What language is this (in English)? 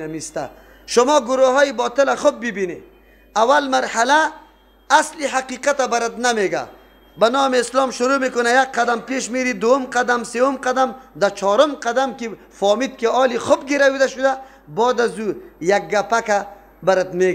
Persian